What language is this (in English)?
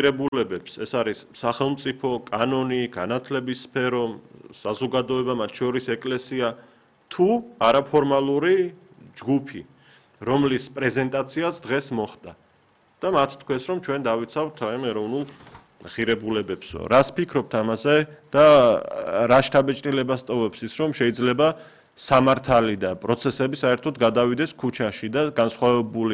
Georgian